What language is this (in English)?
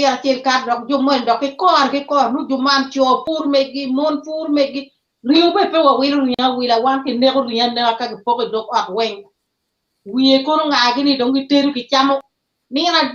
Acoli